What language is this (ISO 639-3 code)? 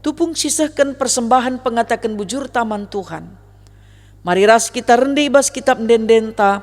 btx